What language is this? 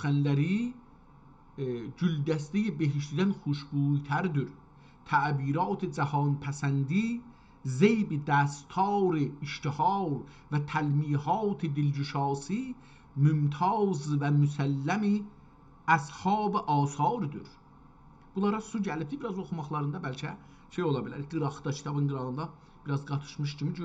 South Azerbaijani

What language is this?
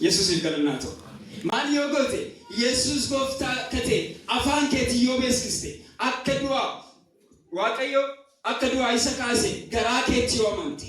Oromo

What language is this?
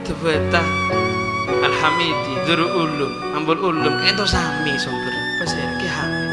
Madurese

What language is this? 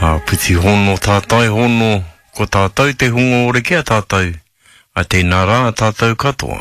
Māori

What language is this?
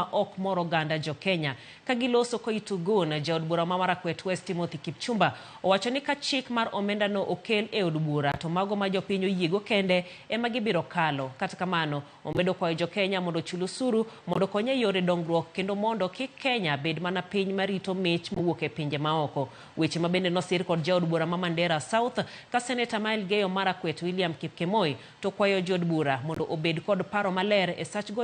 Luo (Kenya and Tanzania)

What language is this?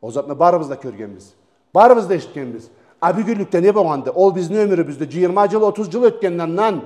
Karachay-Balkar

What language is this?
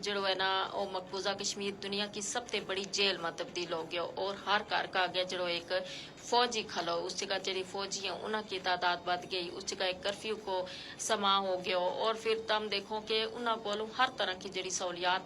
Gujari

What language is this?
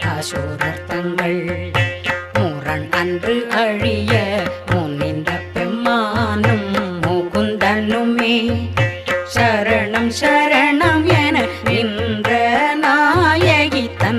Tamil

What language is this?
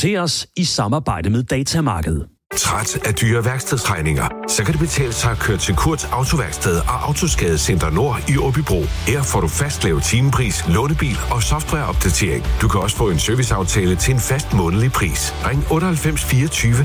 Danish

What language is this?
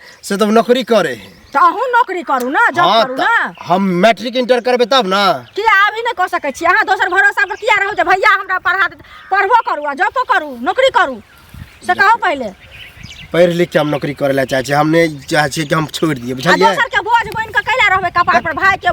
Maithili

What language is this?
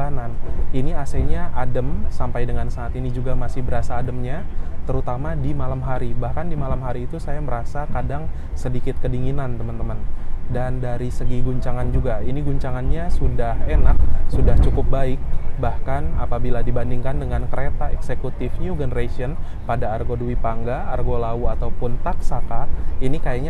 Indonesian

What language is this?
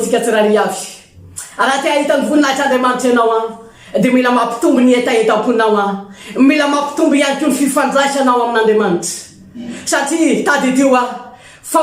Malagasy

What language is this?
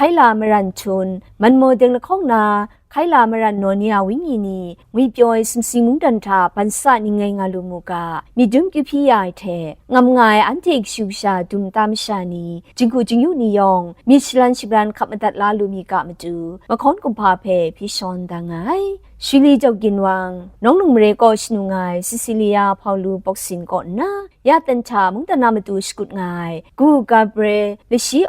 Kachin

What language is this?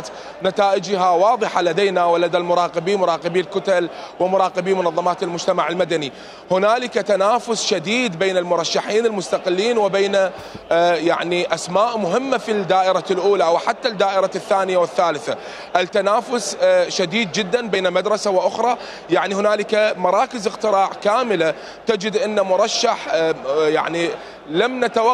Mesopotamian Arabic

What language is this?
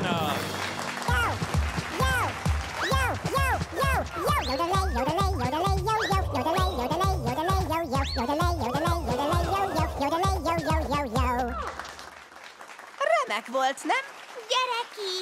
Hungarian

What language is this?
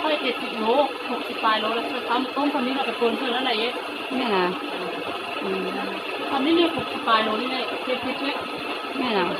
Lao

